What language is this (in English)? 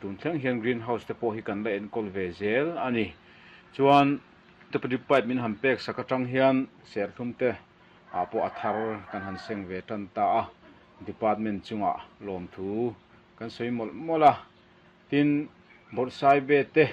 Mizo